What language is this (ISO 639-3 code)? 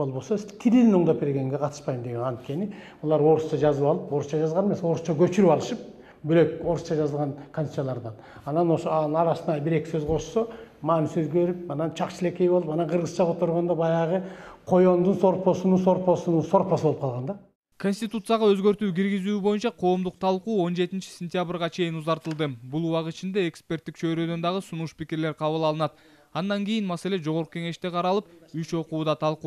kir